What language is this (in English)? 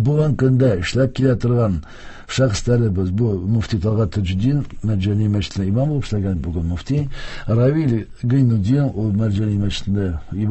Tatar